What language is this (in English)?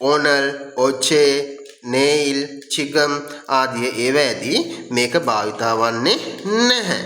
Sinhala